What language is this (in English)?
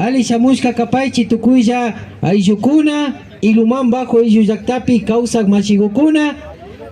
Imbabura Highland Quichua